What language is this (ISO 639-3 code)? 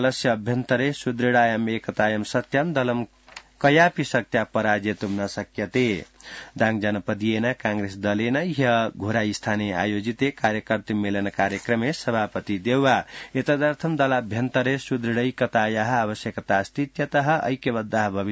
san